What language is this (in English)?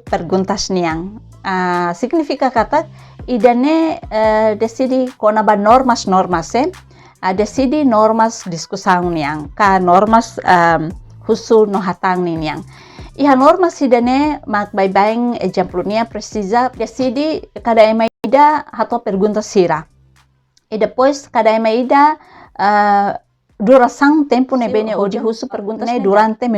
Tetum